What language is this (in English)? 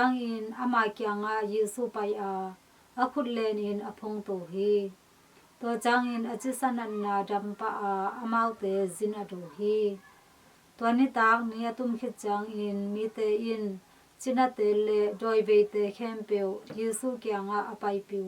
Tedim Chin